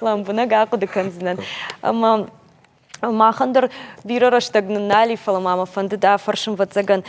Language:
Ossetic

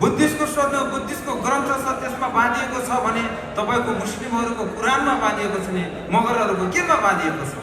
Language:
Nepali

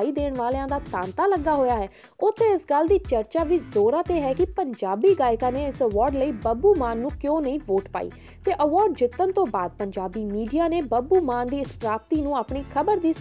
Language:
Punjabi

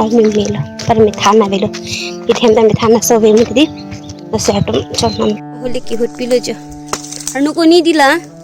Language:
Karbi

